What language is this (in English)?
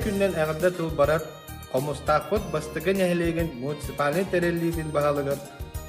Yakut